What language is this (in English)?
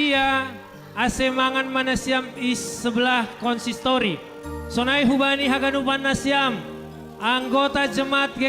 Batak Simalungun